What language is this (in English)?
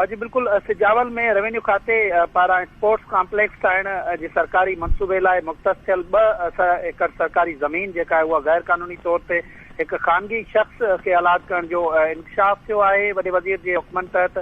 Sindhi